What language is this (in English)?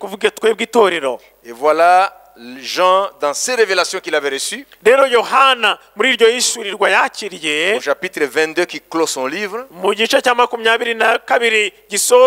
Kinyarwanda